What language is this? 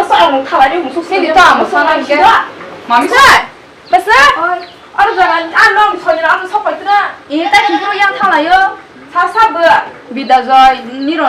Kok Borok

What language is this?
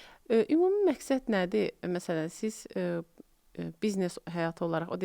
Azerbaijani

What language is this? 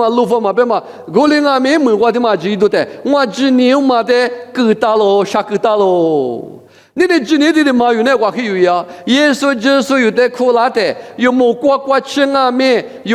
Lisu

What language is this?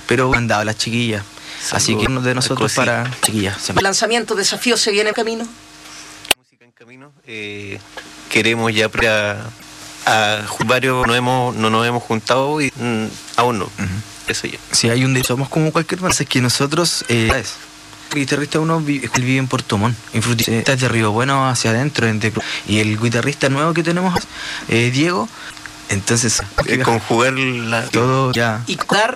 Spanish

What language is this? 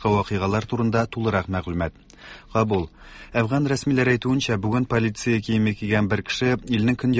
Tatar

